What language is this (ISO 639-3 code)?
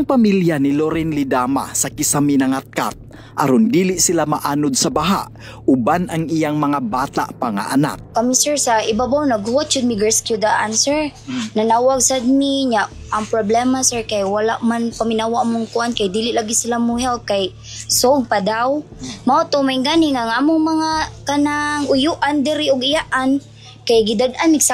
ceb